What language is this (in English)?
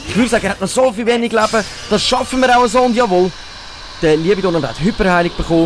Swiss German